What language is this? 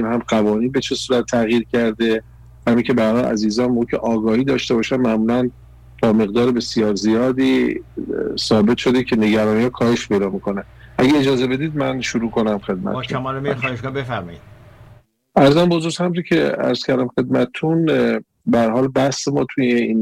Persian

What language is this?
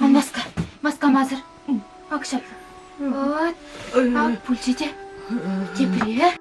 Chuvash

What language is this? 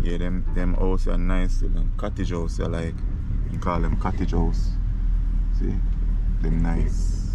Jamaican Creole English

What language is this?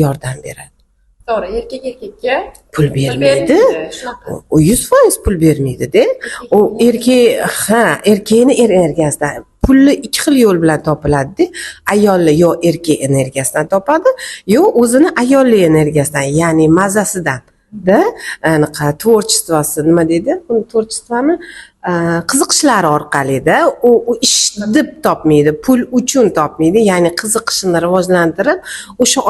Uzbek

